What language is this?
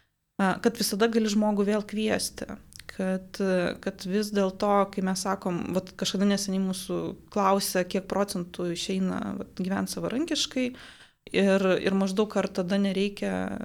Lithuanian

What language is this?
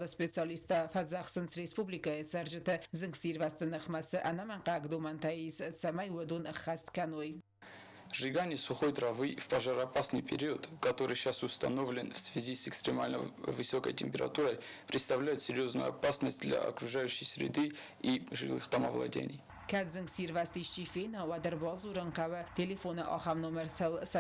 Ossetic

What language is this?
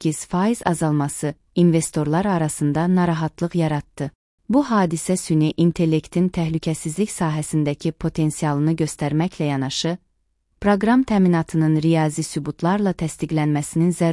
Azerbaijani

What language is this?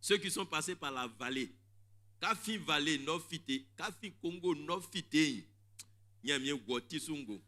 Baoulé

